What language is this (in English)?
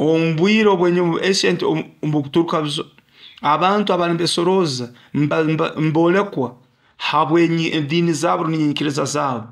Nyoro